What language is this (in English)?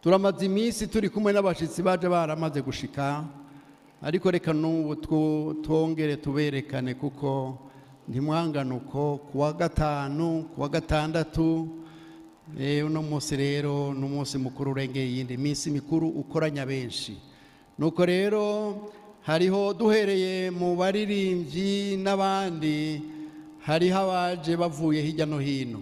Rundi